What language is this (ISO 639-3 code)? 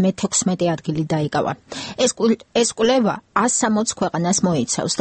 kat